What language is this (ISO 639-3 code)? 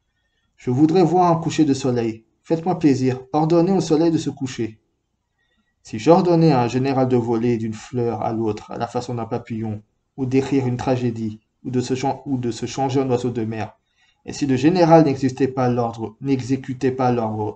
fra